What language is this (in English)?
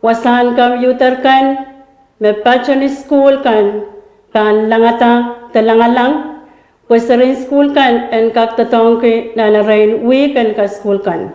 Pohnpeian